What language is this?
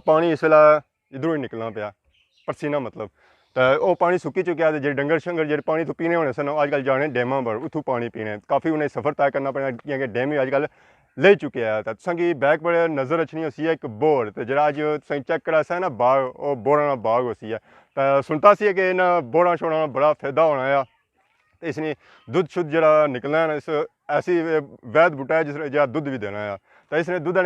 Pahari-Potwari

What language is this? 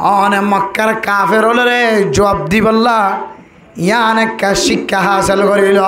Rohingya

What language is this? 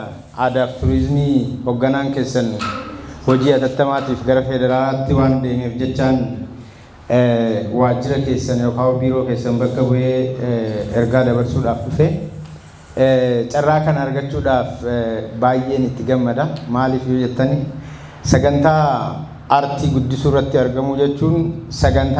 Oromo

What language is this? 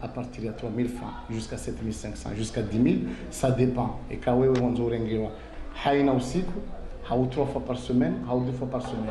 Ngazidja Comorian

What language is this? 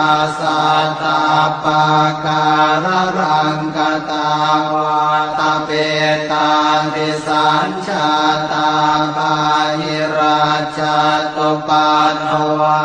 Pali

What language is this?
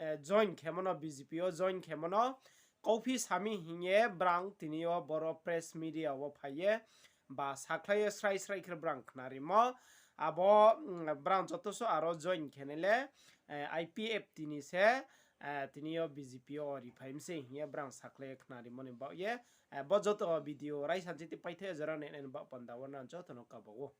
Riang (India)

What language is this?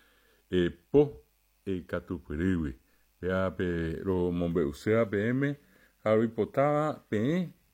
Guarani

